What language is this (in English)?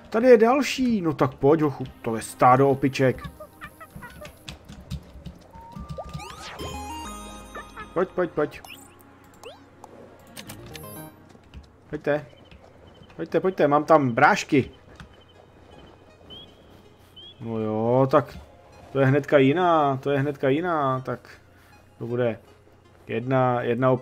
Czech